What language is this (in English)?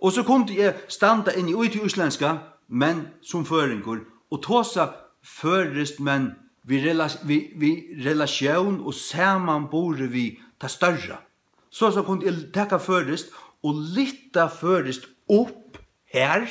Faroese